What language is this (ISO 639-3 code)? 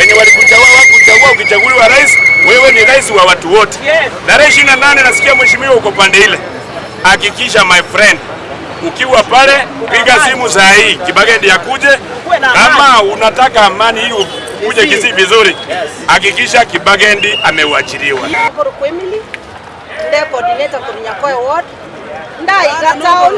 guz